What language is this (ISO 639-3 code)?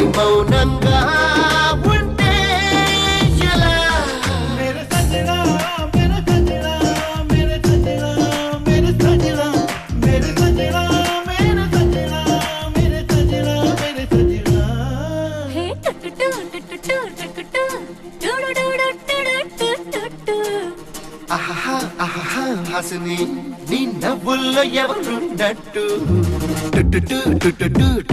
tel